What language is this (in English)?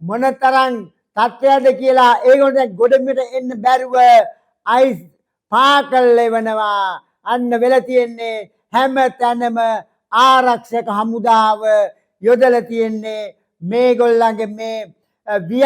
Sinhala